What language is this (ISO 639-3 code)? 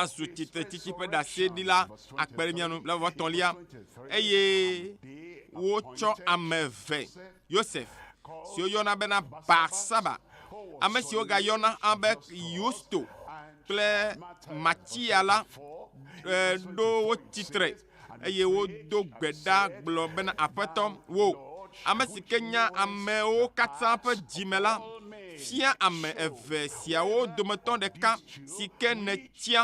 ewe